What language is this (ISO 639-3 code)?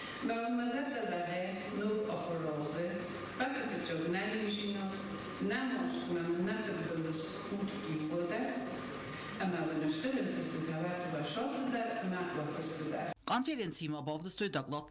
oss